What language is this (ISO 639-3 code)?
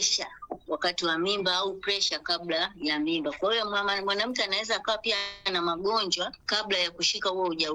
swa